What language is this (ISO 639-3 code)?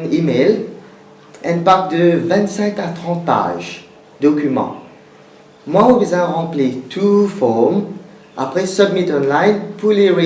mfe